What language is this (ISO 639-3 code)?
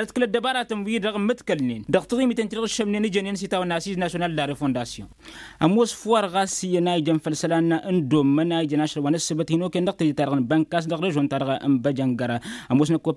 taq